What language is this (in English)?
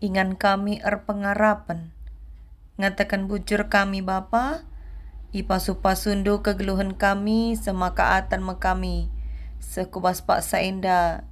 Batak Karo